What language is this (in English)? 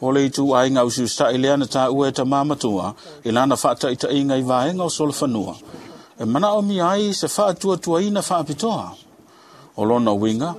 Samoan